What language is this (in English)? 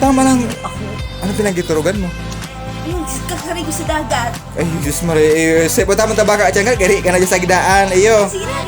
Bikol